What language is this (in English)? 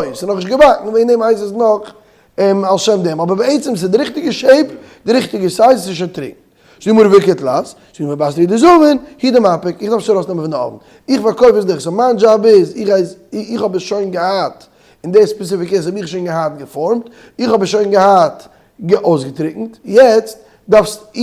Yiddish